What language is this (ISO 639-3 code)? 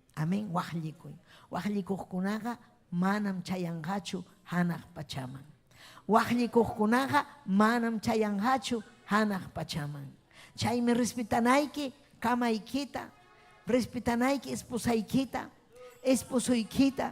quy